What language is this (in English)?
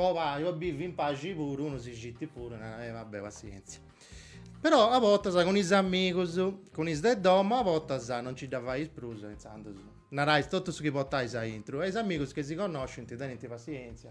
Sardinian